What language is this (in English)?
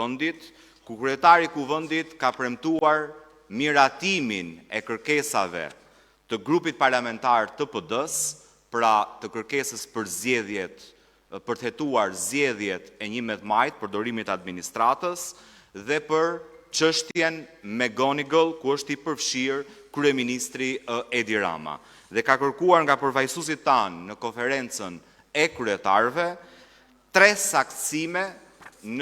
Albanian